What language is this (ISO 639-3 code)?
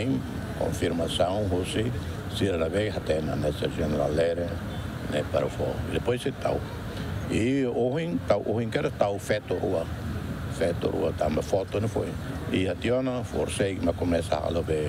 tet